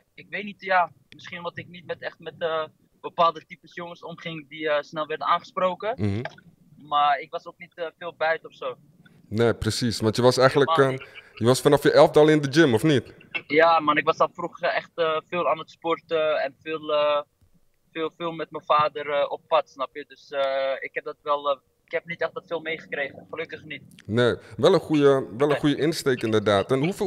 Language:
Dutch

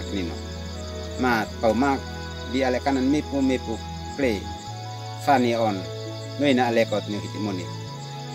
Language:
Uab Meto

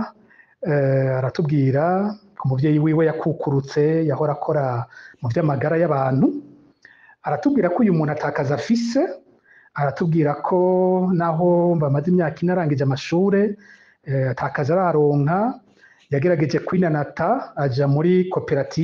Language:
Rundi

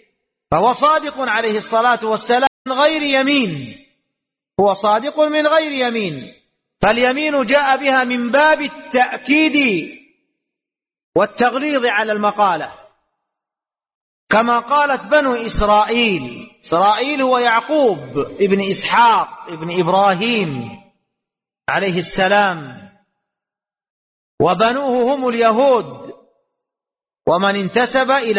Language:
Arabic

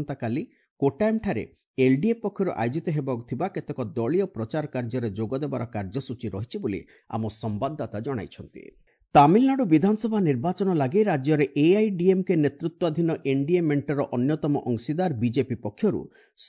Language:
Odia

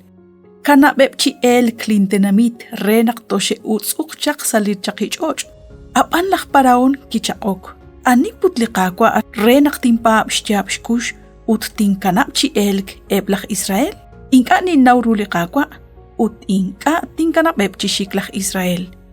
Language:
Kekchí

